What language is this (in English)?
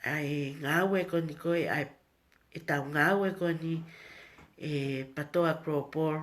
Tongan